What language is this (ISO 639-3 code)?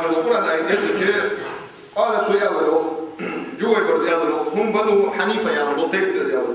inh